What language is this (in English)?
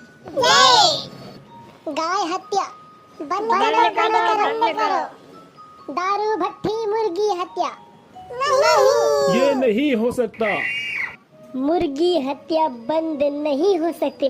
Chhattisgarhi